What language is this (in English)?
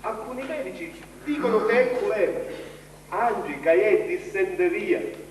Sicilian